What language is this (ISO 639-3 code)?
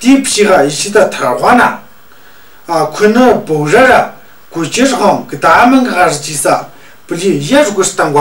mjg